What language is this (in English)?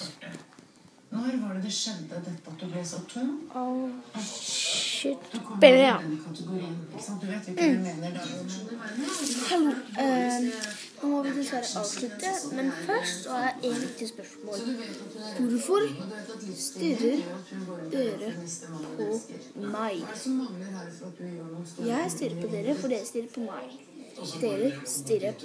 Norwegian